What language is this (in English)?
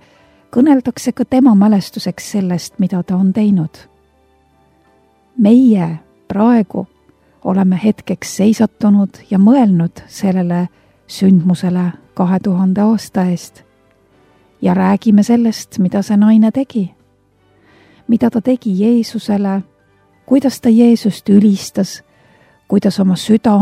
Estonian